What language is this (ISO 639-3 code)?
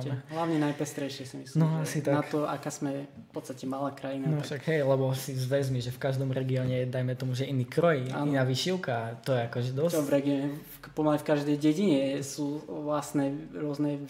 slk